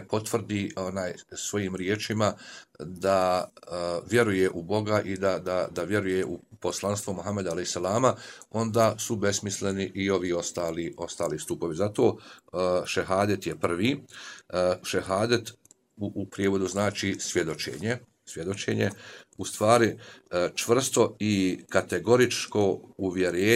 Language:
Bosnian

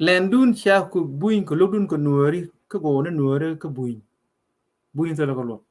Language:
Nuer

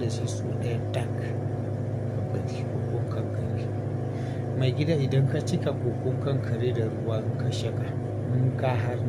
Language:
Hausa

